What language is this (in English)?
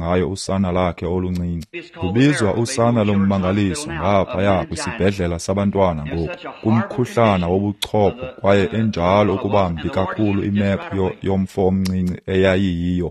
Xhosa